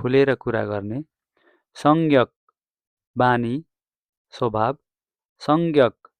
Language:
Nepali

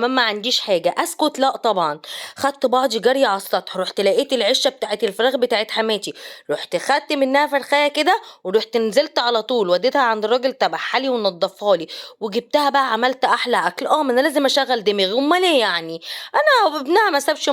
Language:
Egyptian Arabic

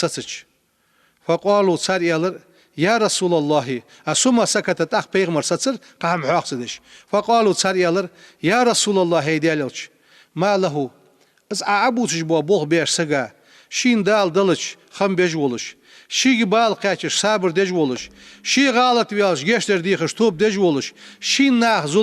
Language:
Ingush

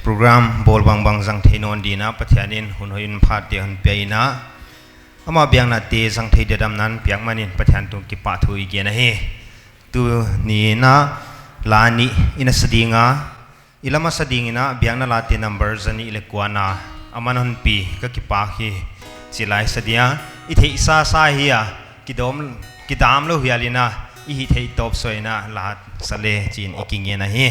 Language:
Paite Chin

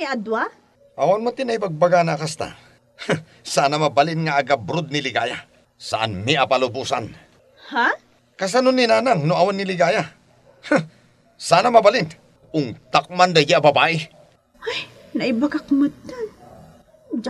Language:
Iloko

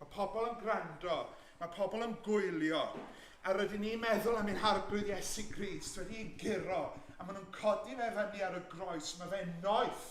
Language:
Welsh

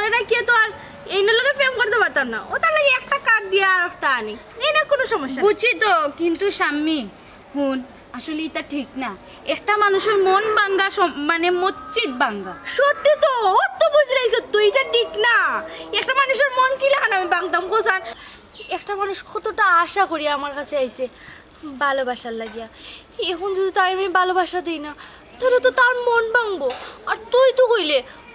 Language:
Sylheti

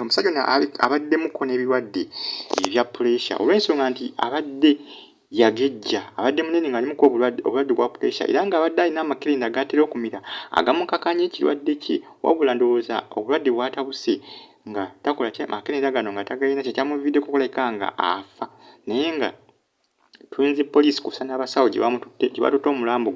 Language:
Ganda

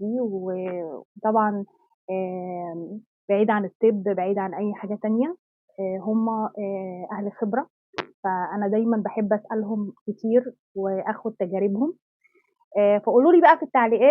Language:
Egyptian Arabic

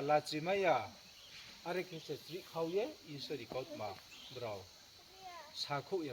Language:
Riang (India)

